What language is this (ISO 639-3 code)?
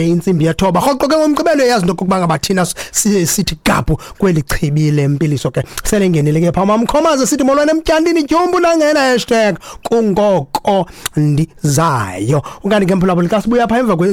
xho